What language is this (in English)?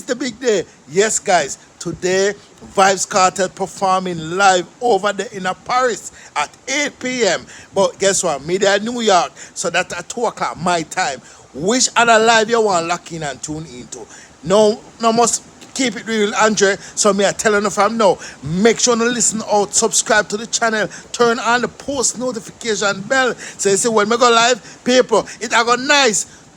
Jamaican Creole English